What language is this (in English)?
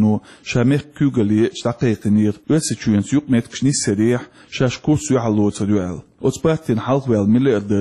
Chechen